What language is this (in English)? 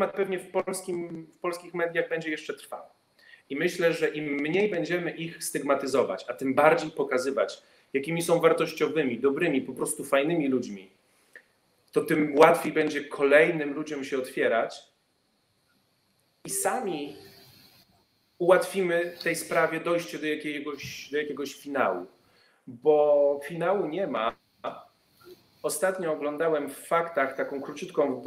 Polish